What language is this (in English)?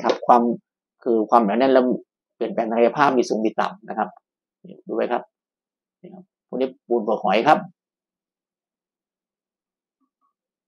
Thai